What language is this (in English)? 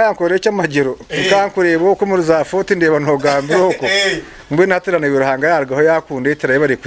Nyankole